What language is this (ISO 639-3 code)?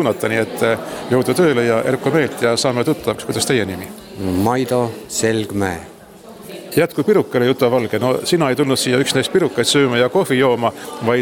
est